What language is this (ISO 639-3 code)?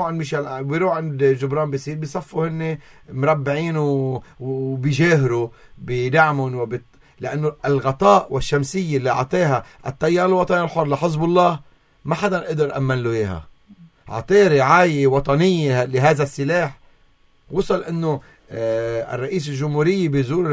apc